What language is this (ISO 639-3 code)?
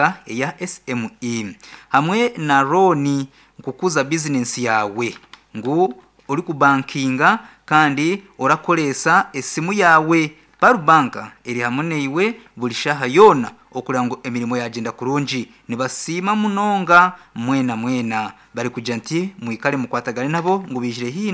nyn